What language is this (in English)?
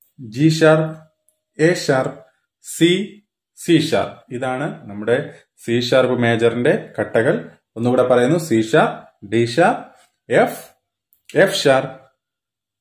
Malayalam